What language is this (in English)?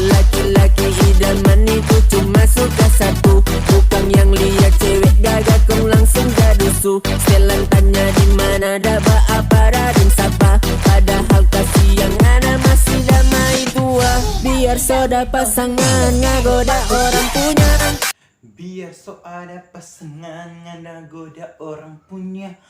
Manado Malay